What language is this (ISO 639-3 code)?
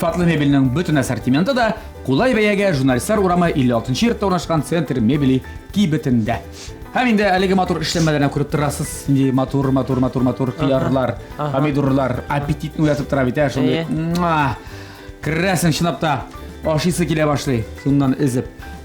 tat